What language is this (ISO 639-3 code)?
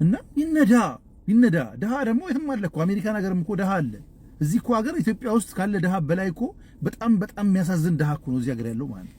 amh